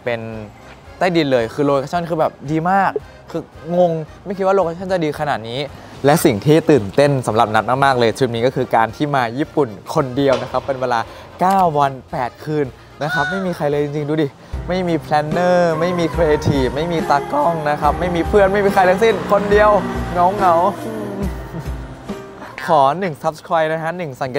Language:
Thai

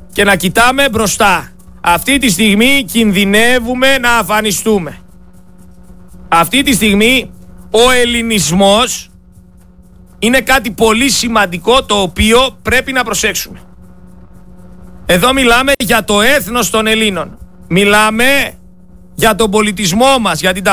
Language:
Greek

